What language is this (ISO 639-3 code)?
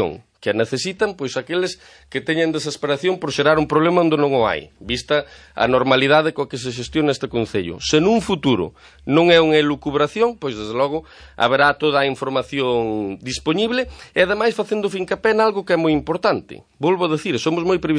glg